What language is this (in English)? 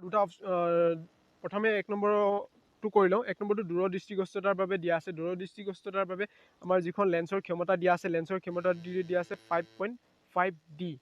Assamese